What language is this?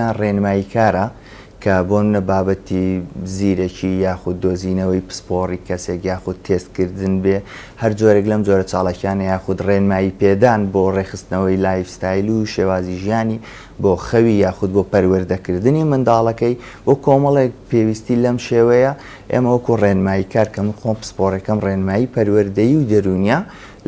Central Kurdish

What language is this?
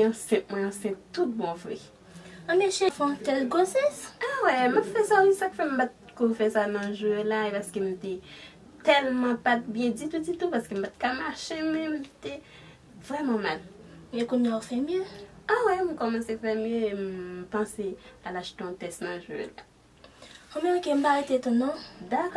Haitian Creole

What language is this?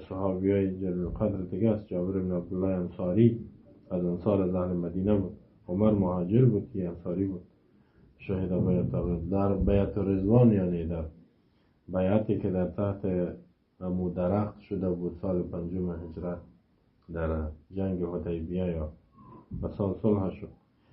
Persian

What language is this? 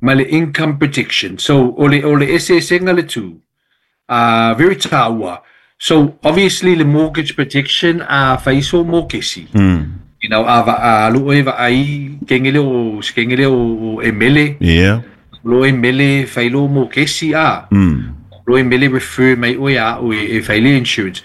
Samoan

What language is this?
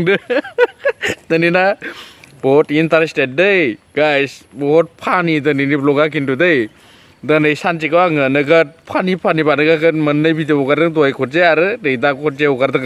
Bodo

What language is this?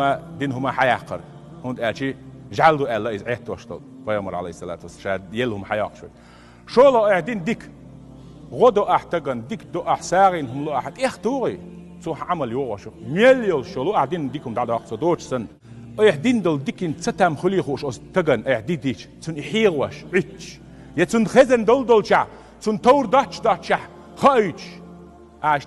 Chechen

